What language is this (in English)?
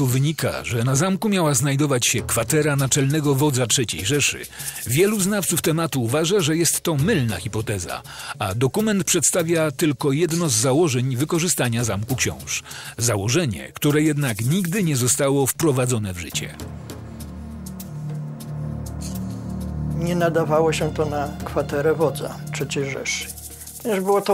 Polish